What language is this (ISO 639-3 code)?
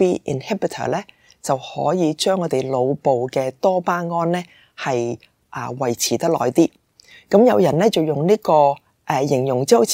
yue